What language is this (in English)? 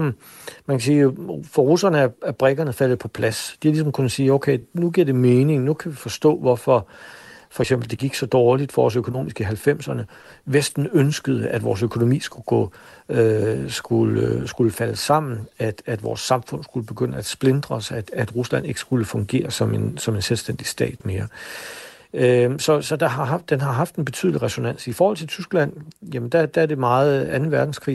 Danish